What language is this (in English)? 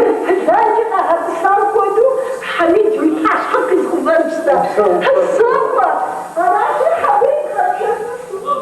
Kabardian